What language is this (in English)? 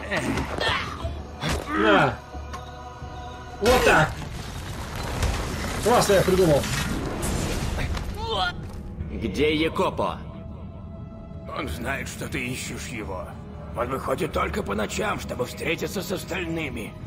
Russian